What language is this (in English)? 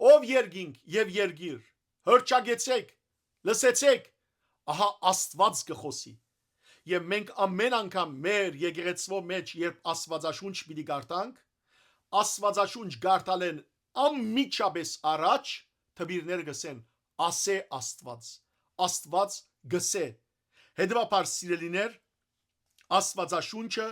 Western Armenian